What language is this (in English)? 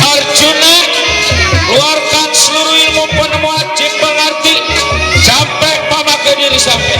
Betawi